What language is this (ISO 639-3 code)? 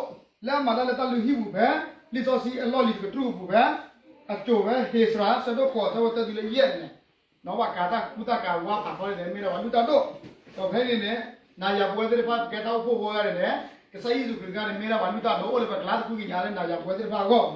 ksw